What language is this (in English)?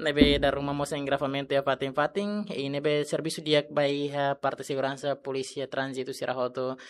Tetum